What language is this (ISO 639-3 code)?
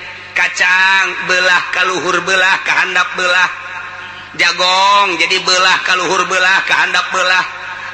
sun